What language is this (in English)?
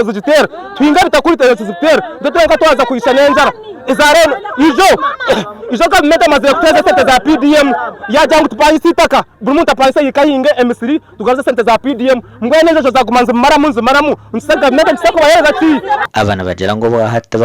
Nyankole